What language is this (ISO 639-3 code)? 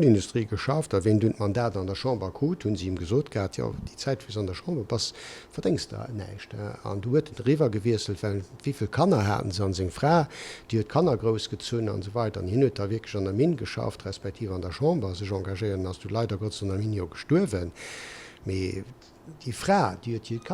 ltz